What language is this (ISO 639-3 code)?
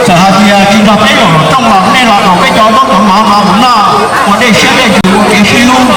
hmn